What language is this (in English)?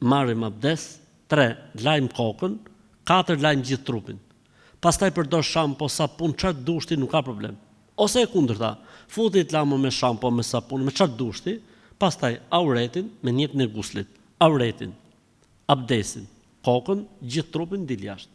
Albanian